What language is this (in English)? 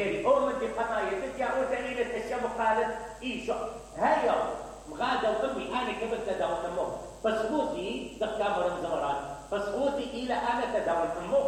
Mesopotamian Arabic